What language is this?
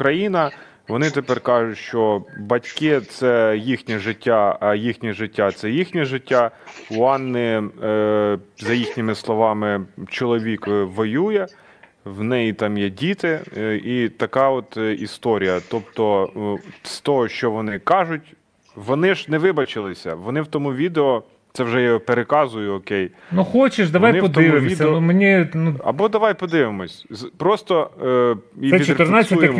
Ukrainian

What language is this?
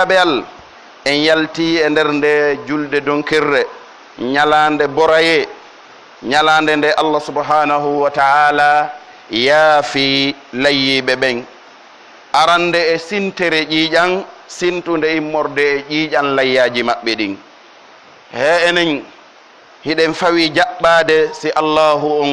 Pular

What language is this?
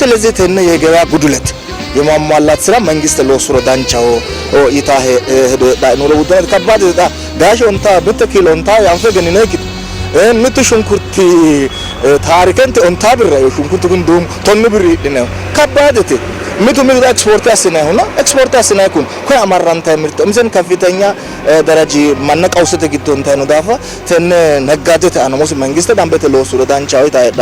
Sidamo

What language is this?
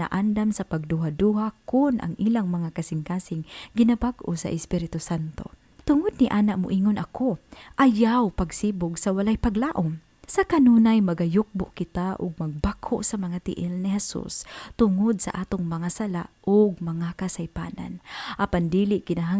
Cebuano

